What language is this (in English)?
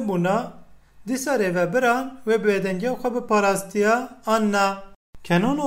Kurdish